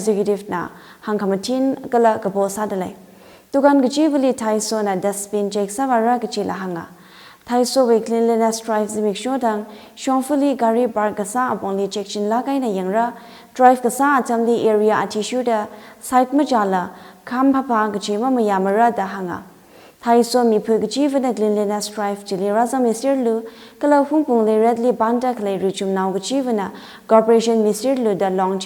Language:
Tangkhul Naga (India)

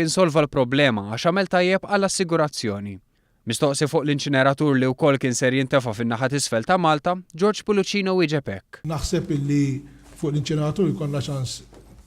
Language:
Maltese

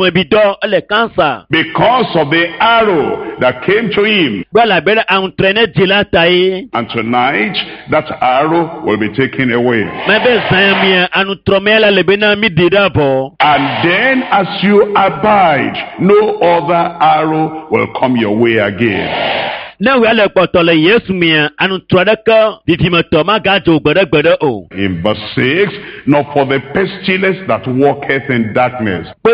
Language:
Ewe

